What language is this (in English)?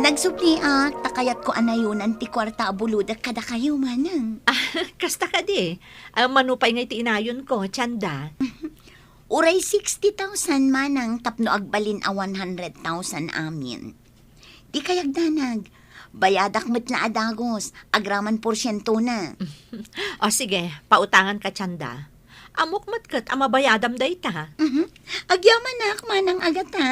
Iloko